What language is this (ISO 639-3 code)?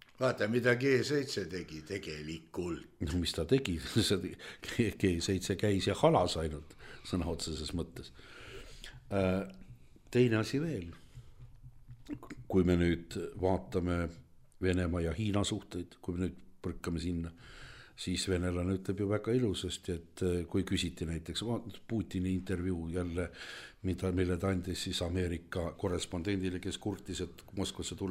est